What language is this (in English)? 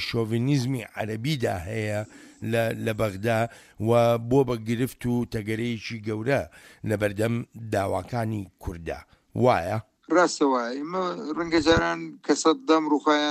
Central Kurdish